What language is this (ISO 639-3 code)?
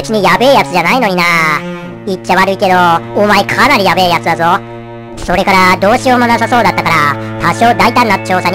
jpn